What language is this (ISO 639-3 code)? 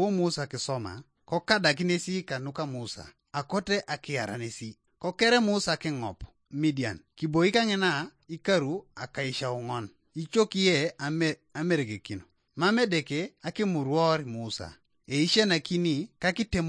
teo